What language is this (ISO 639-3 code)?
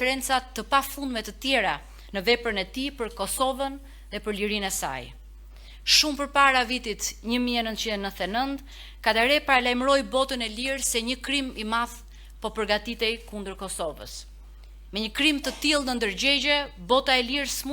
sqi